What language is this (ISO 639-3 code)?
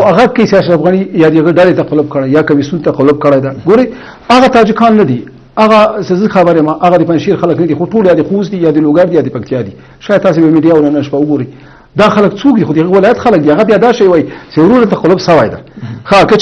pus